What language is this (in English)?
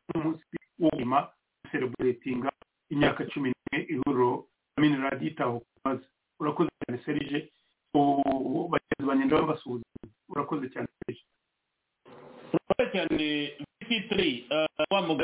Kinyarwanda